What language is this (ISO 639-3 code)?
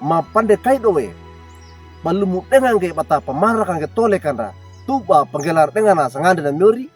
wew